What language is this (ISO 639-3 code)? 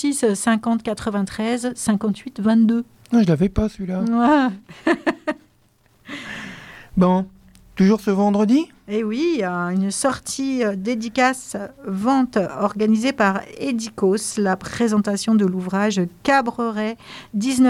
fra